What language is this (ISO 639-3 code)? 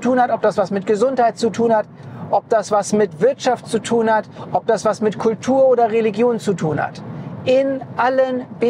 deu